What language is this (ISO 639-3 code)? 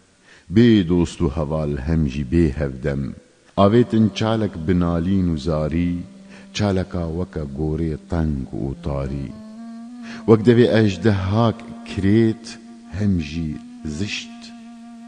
kur